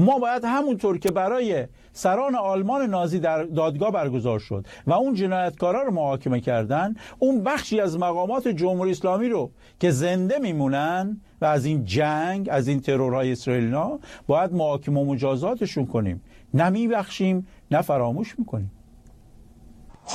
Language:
Persian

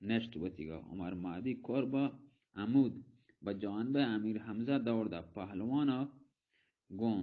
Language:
Baluchi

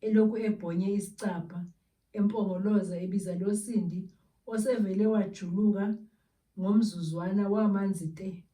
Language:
Zulu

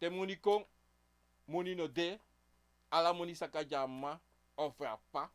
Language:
Sranan Tongo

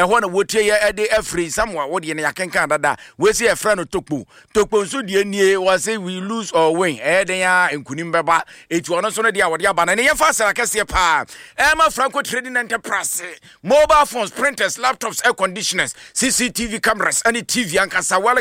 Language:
Akan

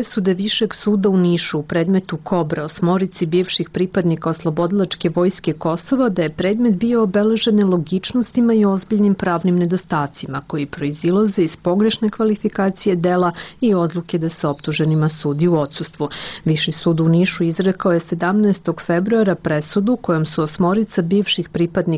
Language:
Serbian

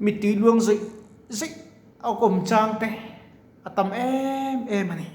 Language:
Mizo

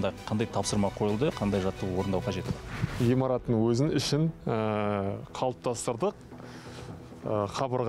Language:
Kazakh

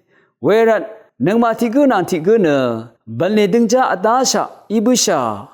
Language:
Rawang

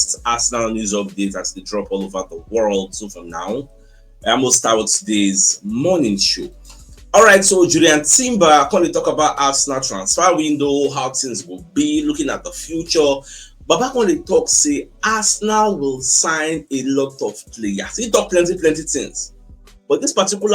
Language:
Nigerian Pidgin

